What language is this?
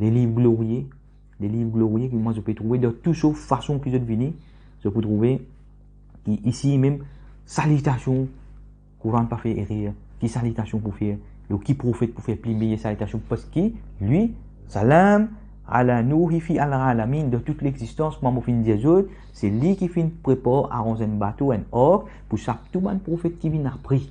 Morisyen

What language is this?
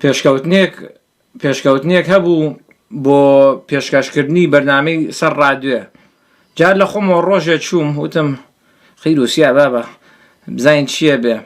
Central Kurdish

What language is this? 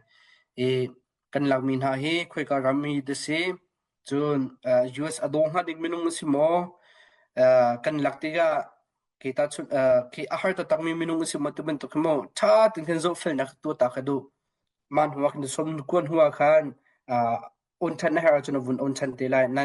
Hakha Chin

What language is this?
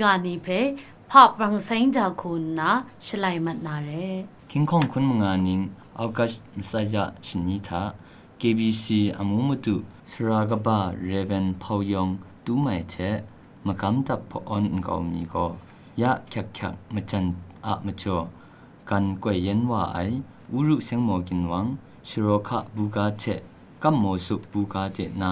Kachin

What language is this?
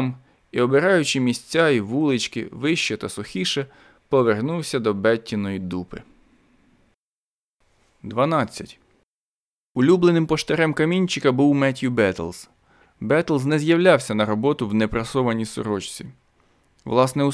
Ukrainian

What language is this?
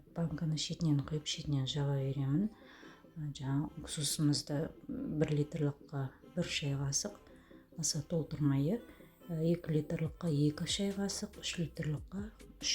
Kazakh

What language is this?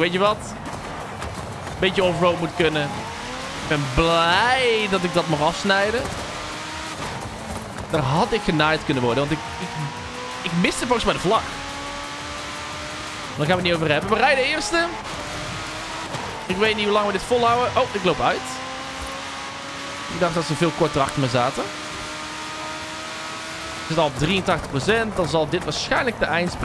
Dutch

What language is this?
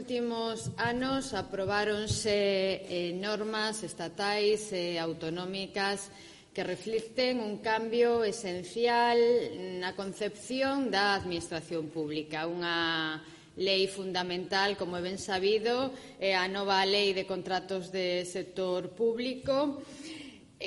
Galician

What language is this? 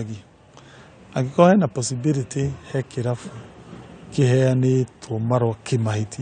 Kikuyu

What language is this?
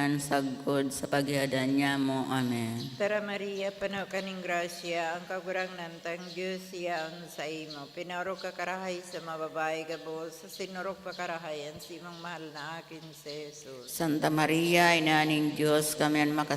Bikol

